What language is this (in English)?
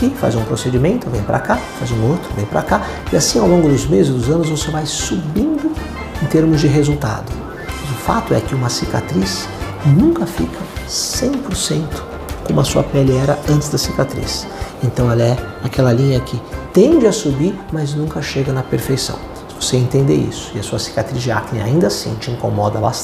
Portuguese